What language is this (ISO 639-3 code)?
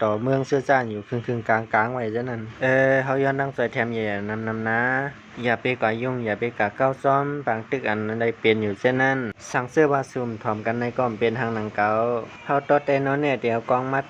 shn